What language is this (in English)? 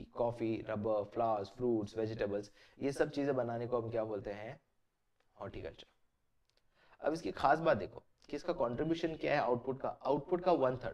Hindi